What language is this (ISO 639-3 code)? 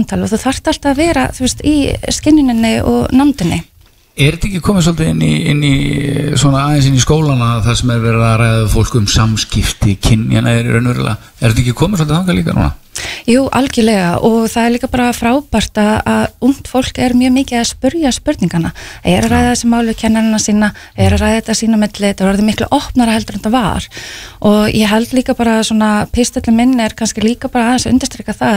isl